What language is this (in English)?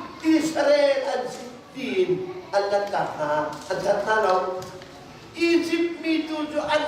Hakha Chin